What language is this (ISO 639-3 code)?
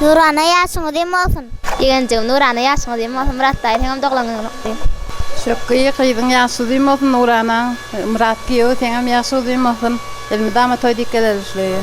tuk